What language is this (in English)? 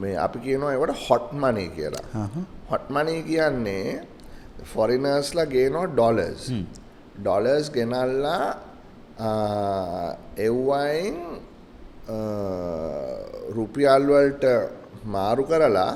Sinhala